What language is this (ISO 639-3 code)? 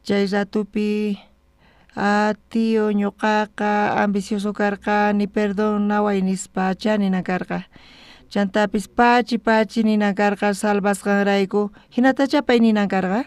quh